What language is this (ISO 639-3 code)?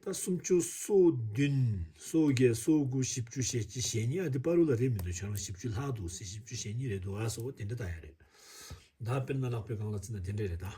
bod